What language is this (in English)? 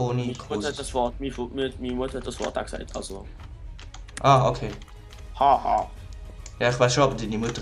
Swiss German